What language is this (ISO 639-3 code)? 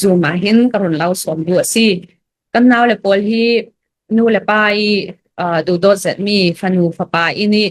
cnh